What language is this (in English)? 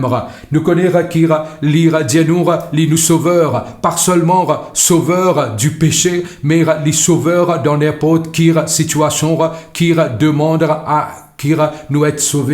Morisyen